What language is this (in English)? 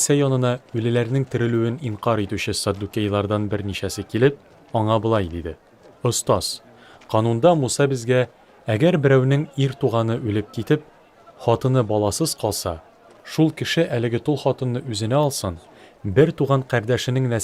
Tatar